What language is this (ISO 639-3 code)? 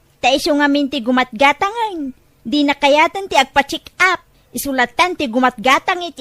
ilo